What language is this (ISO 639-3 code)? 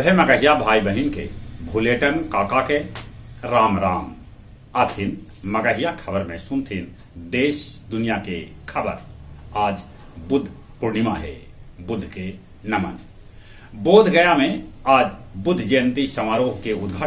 mag